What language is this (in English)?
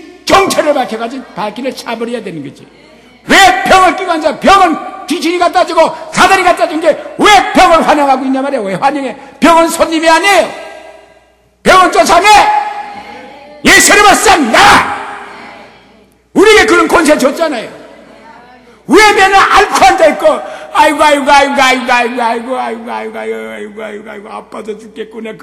Korean